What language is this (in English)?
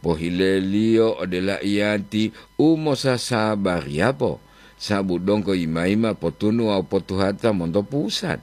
Gorontalo